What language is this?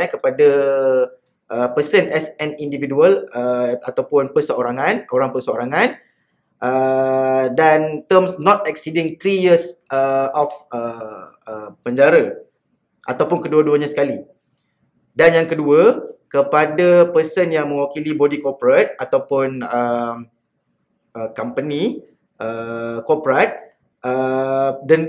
Malay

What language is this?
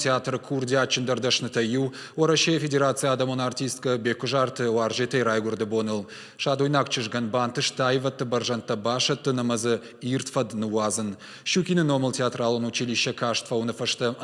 Ossetic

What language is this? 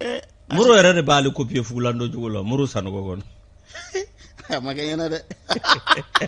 Bambara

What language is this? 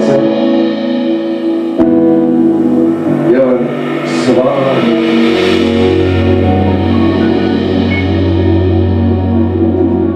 Slovak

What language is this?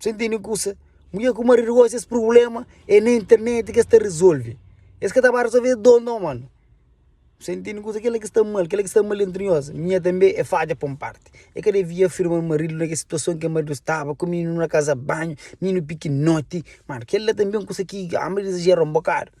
Kabuverdianu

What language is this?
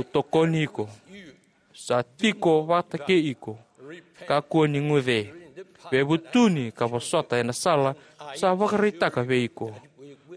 Fijian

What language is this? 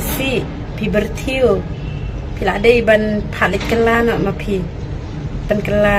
Khasi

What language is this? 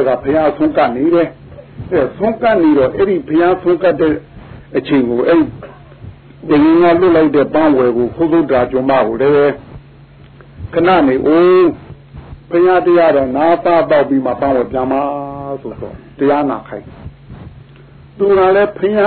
Burmese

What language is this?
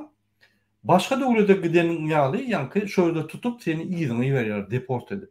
Turkmen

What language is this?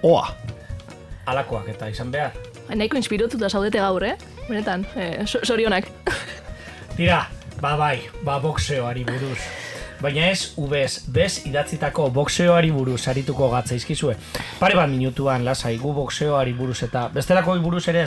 Basque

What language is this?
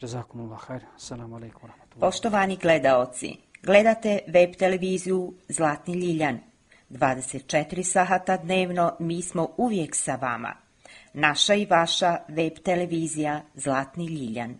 Bosnian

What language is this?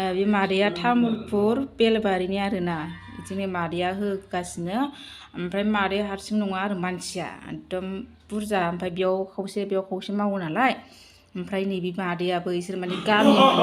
Bodo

